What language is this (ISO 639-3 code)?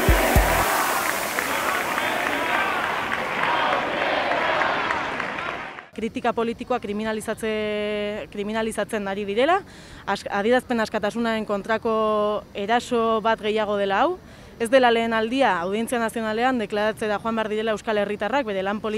eus